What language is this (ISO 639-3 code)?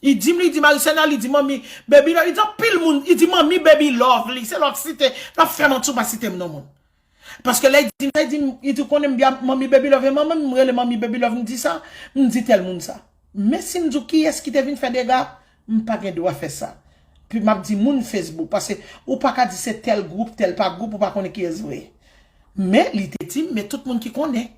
hat